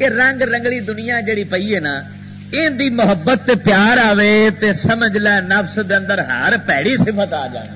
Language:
Western Panjabi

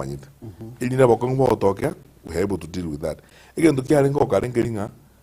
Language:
Gusii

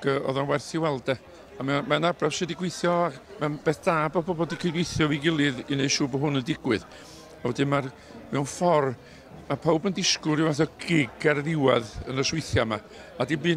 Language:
Welsh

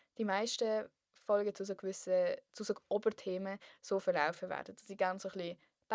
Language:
Swiss German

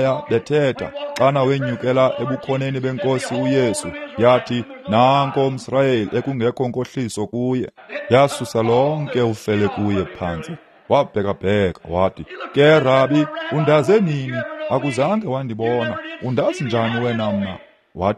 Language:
Xhosa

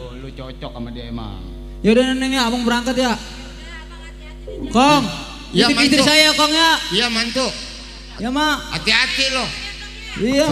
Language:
Betawi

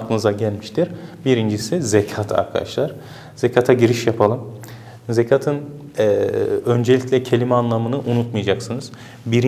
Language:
Turkish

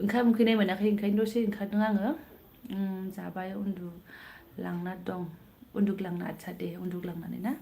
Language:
Bodo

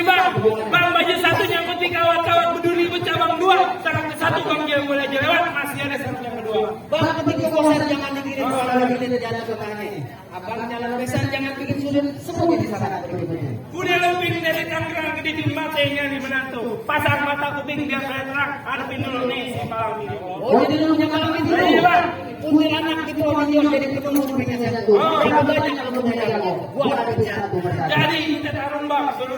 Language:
Betawi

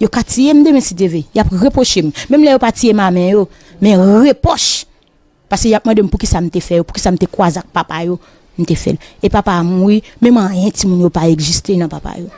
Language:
Haitian Creole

